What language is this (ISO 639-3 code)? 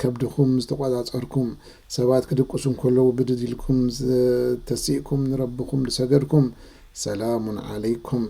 tir